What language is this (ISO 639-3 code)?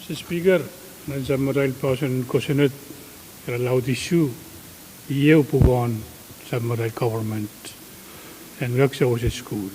pon